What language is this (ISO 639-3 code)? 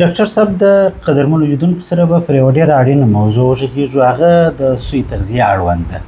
pus